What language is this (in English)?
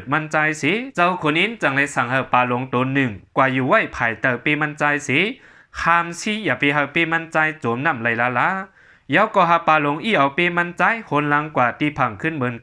Shan